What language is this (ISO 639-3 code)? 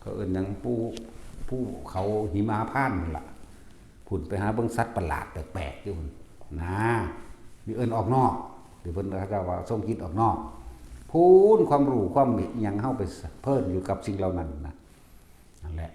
tts